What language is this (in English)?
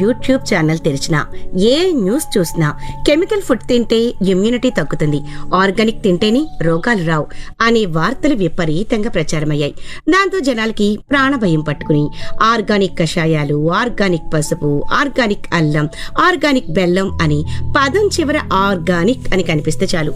Telugu